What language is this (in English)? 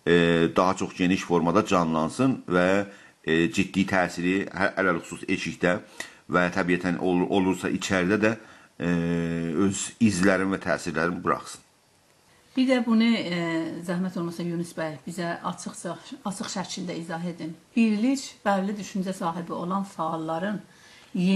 South Azerbaijani